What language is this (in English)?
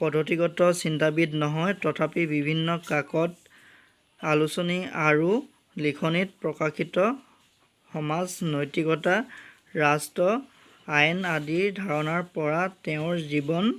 Assamese